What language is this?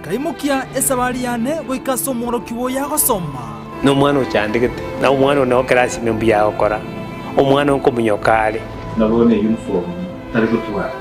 Gusii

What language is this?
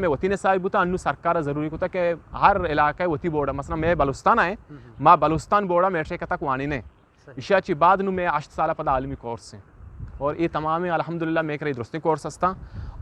Eastern Balochi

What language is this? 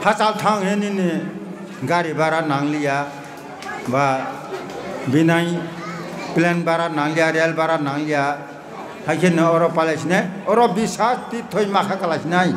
Kok Borok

